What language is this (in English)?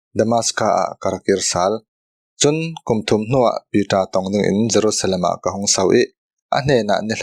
Falam Chin